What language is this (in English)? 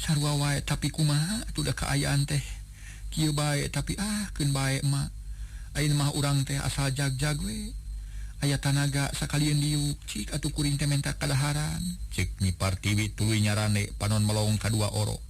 Sundanese